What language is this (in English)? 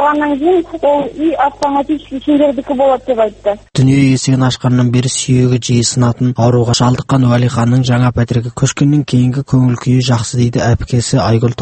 Kazakh